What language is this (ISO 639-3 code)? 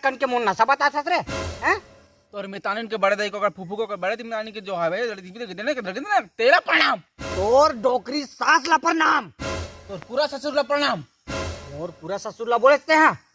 hne